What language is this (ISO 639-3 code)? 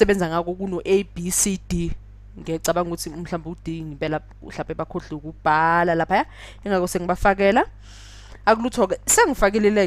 zul